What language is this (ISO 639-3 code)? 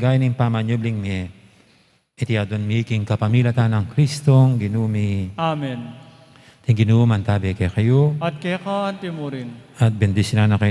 pam